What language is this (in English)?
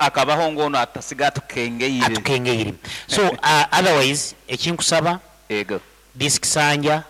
Nyankole